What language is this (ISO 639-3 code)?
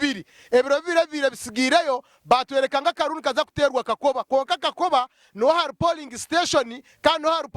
nyn